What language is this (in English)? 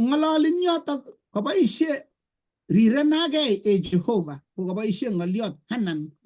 Kalenjin